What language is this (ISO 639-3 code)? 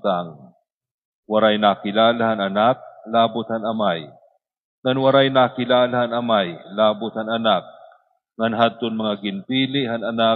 war